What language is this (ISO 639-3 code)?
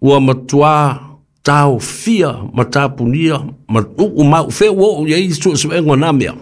smo